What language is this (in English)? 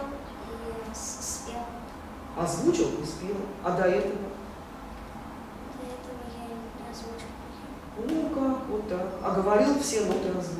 Russian